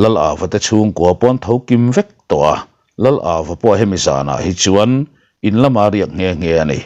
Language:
Mizo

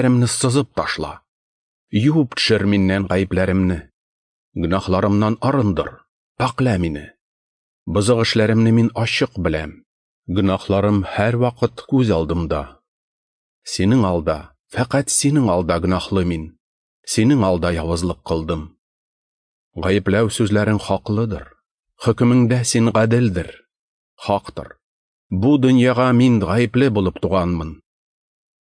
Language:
Tatar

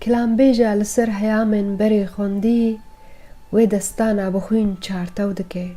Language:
Kurdish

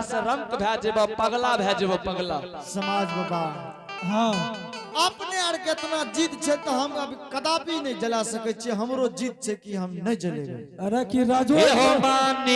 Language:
Angika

